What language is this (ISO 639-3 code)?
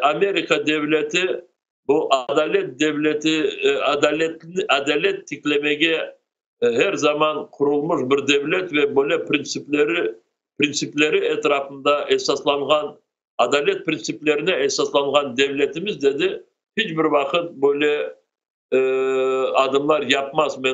crh